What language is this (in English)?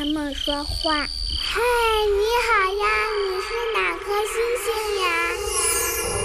Chinese